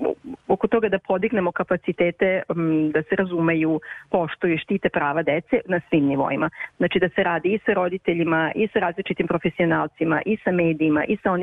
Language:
Serbian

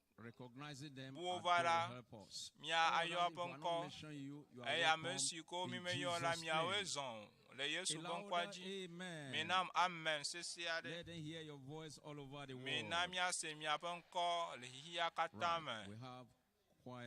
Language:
Ewe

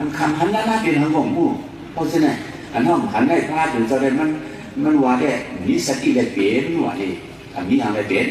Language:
Shan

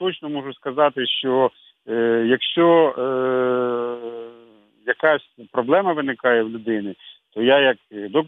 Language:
Ukrainian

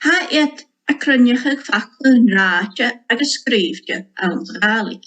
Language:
Scottish Gaelic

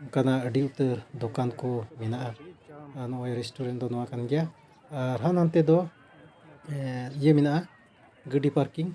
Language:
Santali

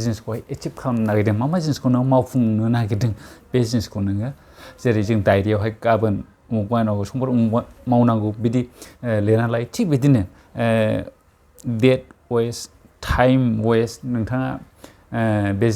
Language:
Bodo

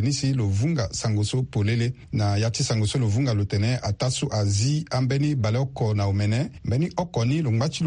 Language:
Sango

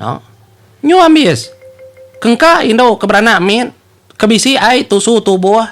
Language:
Iban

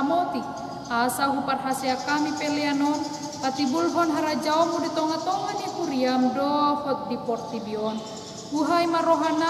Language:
Batak Toba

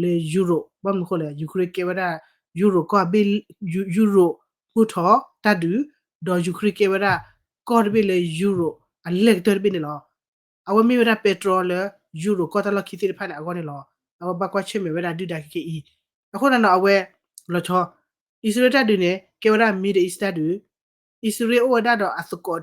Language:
S'gaw Karen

